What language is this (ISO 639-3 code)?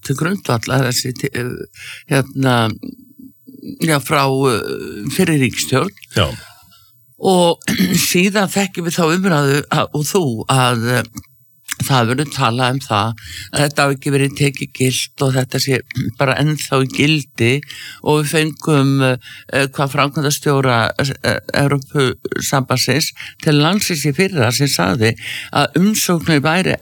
isl